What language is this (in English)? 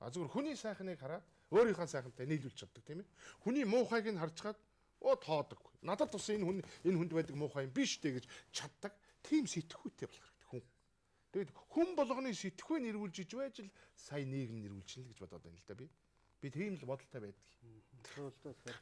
Mongolian